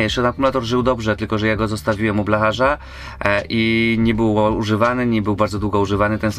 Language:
Polish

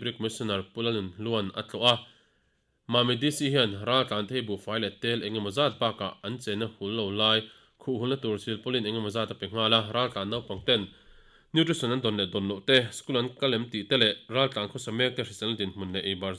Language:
Mizo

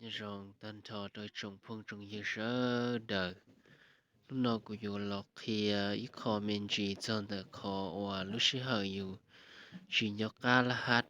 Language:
Hmong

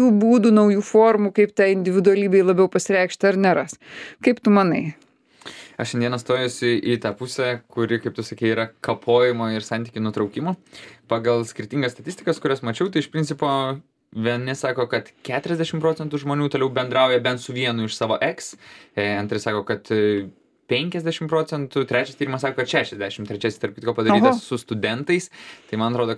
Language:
Lithuanian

